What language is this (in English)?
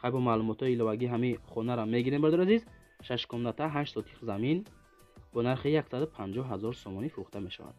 Tajik